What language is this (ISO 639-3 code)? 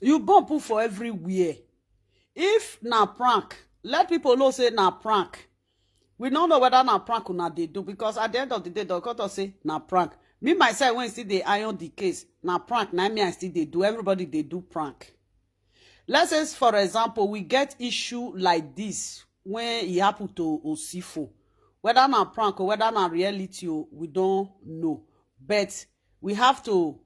pcm